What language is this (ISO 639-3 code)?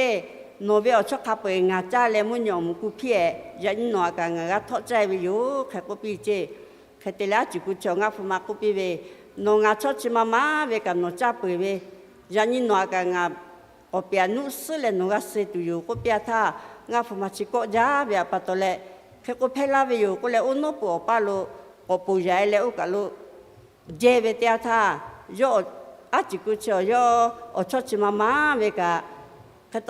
lhu